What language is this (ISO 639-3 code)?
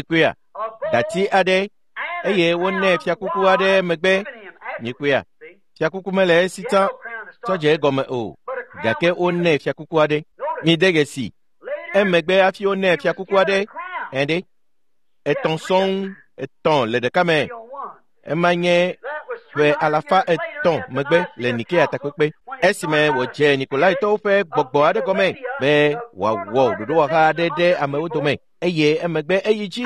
ewe